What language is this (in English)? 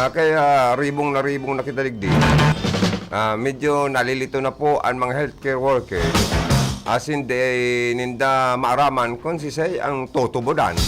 Bikol